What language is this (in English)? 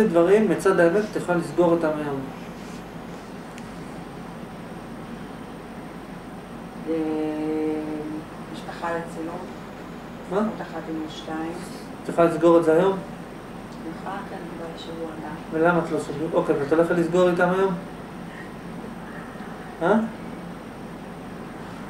Hebrew